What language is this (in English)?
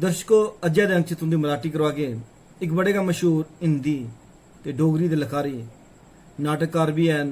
Dogri